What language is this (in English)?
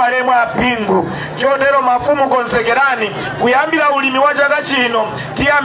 Nyanja